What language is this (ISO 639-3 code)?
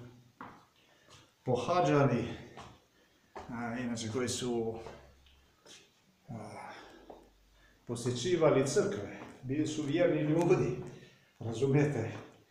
hrv